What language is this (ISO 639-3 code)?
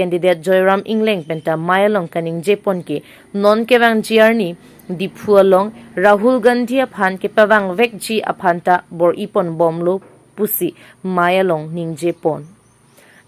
mjw